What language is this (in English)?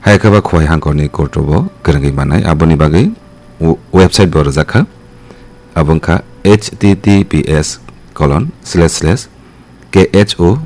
Kok Borok